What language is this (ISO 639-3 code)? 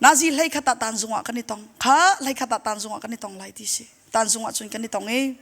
cnh